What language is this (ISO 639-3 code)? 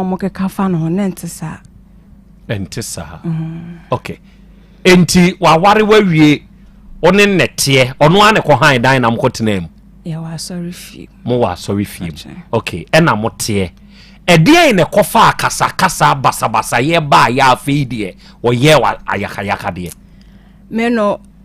aka